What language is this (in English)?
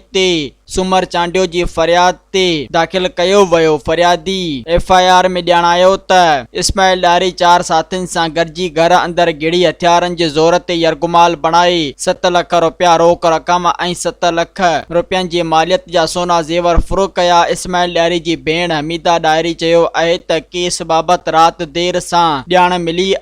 Sindhi